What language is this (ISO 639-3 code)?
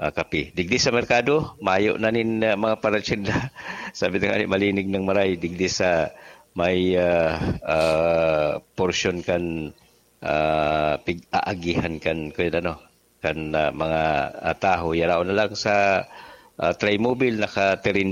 bik